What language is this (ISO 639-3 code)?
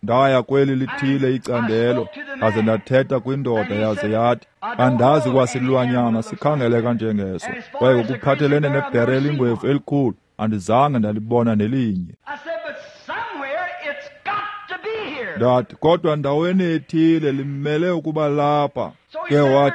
xho